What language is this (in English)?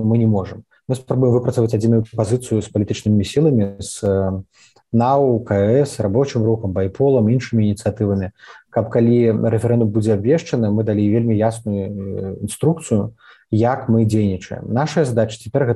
Belarusian